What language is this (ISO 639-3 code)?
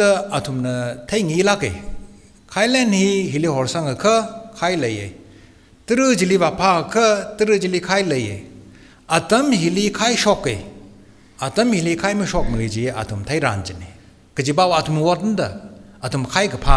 nmf